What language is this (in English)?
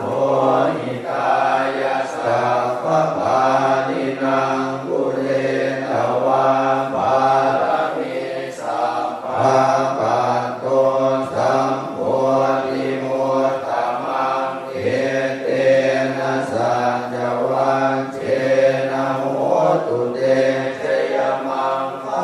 Pali